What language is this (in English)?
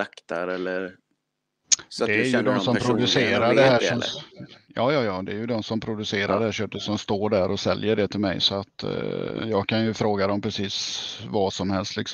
Swedish